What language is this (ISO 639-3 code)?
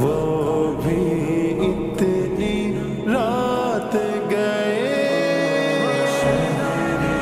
urd